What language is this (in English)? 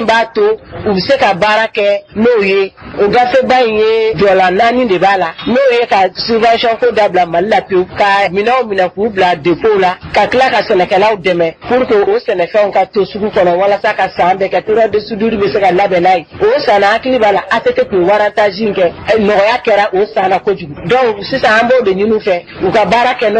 Bambara